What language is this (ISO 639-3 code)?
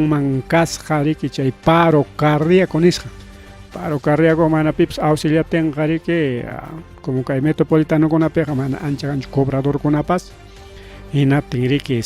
quy